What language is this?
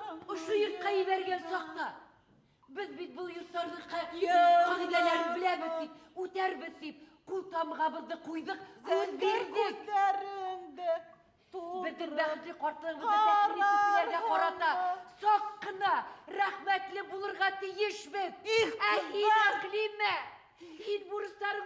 Bashkir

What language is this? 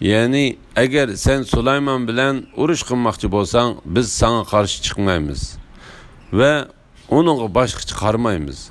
Uyghur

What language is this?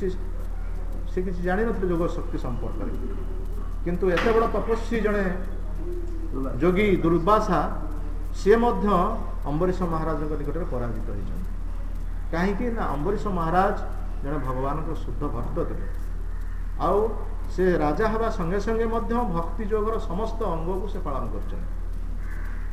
Odia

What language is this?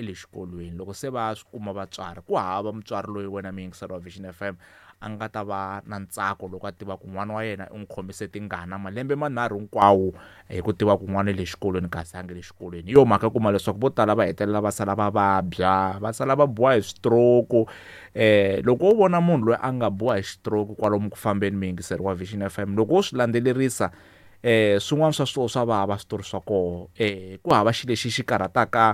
Tsonga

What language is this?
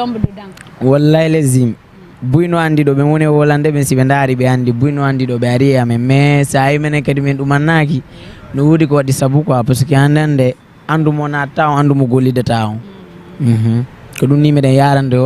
Fula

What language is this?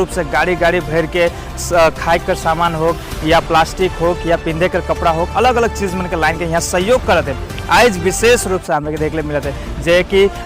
Sadri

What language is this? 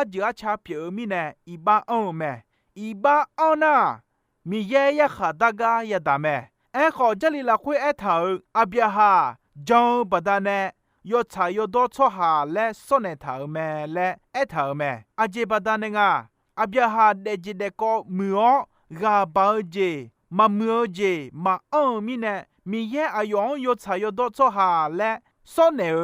Akha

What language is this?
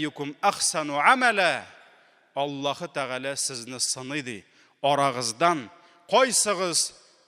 Tatar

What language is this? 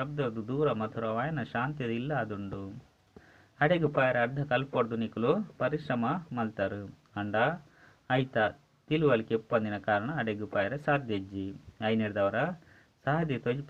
Tulu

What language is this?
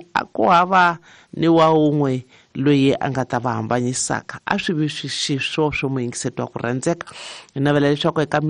Tsonga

